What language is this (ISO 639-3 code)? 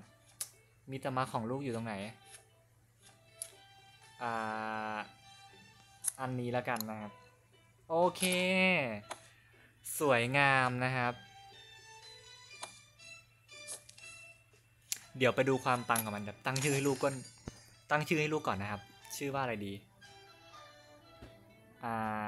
tha